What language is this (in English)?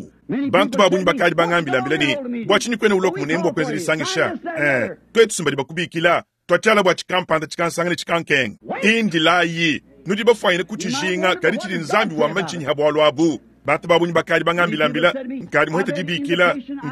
Luba-Lulua